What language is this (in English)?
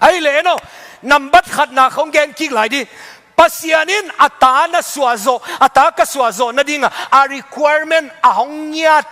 Tedim Chin